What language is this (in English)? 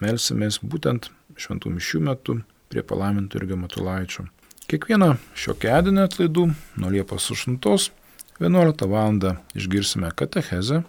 Lithuanian